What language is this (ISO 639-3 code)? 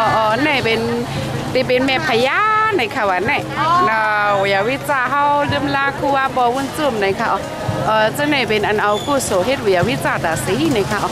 shn